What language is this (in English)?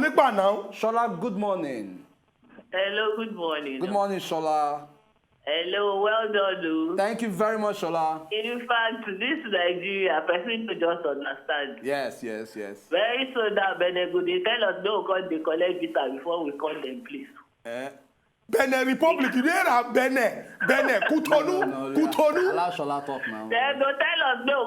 Nigerian Pidgin